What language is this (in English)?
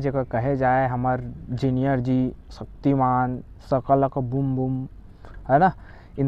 Chhattisgarhi